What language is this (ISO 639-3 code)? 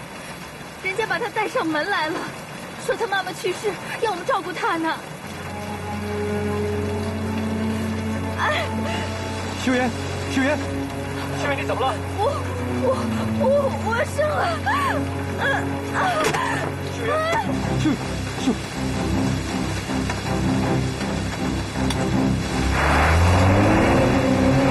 zho